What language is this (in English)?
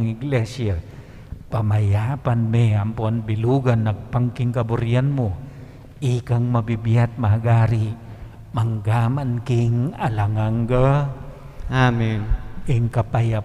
Pampanga